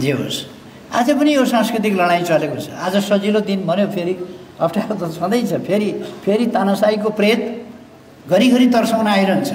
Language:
Nepali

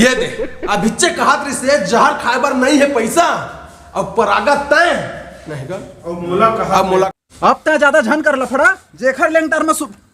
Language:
Chhattisgarhi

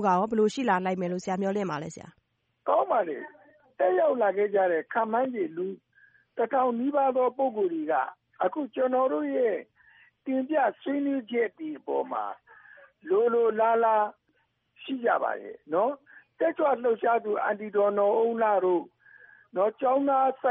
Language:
Burmese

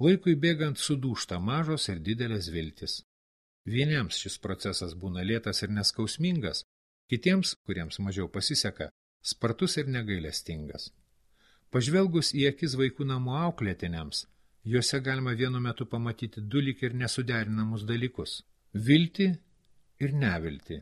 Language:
Lithuanian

